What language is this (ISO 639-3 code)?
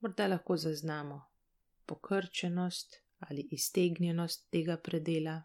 slv